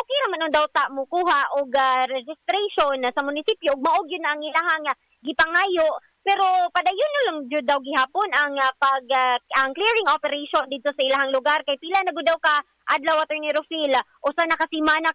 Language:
Cebuano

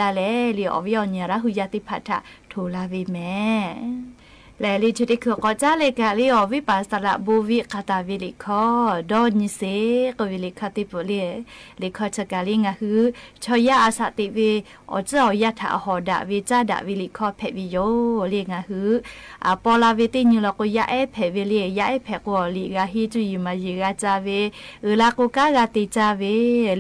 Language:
Lahu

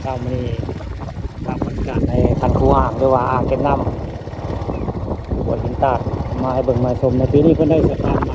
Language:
Northeastern Thai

